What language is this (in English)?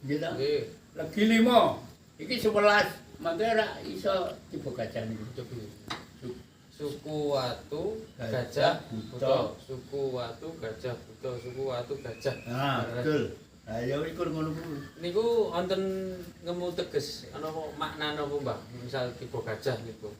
Javanese